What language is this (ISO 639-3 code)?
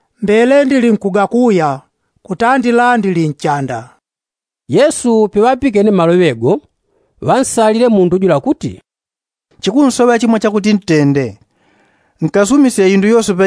yao